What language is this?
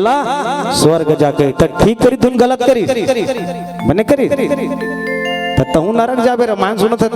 Chhattisgarhi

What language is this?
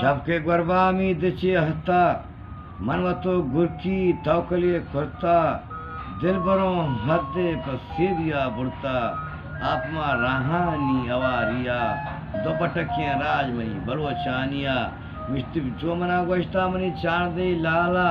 Eastern Balochi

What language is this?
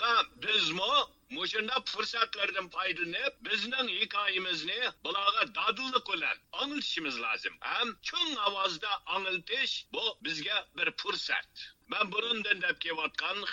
Uyghur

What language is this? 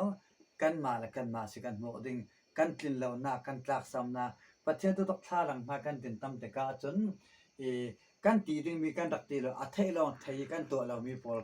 Falam Chin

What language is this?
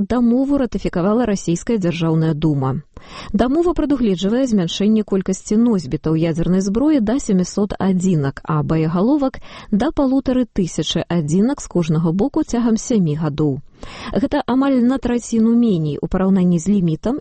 Belarusian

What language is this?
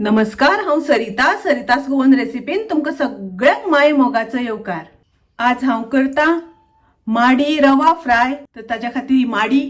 Konkani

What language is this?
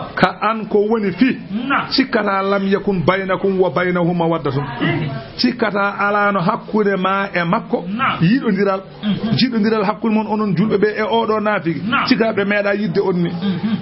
Fula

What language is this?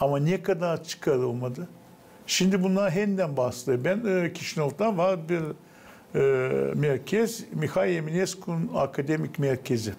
Gagauz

